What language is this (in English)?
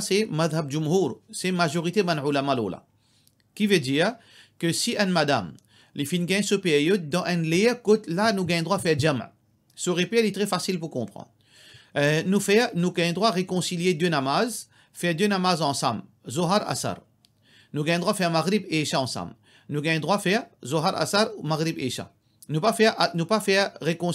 Morisyen